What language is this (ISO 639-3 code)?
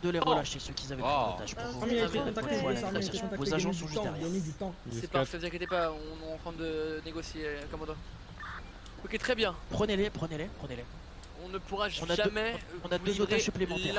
fra